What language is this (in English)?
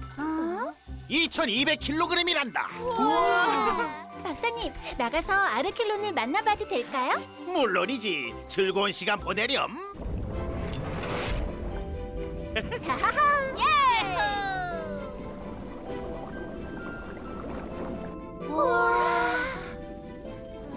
Korean